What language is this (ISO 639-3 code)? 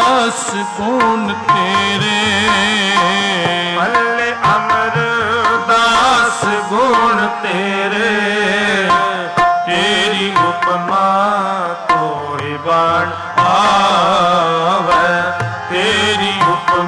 pan